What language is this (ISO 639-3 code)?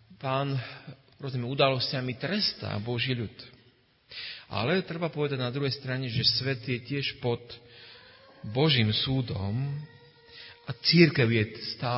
slk